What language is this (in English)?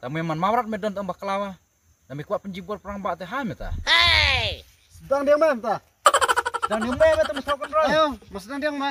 Khasi